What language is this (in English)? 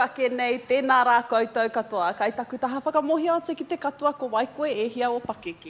Māori